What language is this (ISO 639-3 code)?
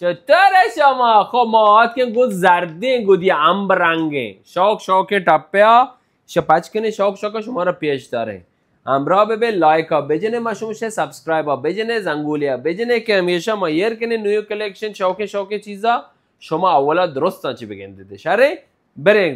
bal